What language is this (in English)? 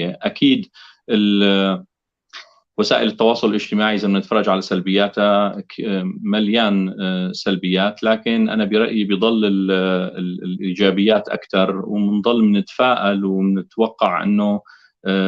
North Levantine Arabic